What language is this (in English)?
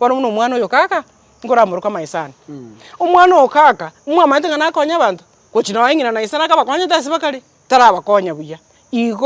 Gusii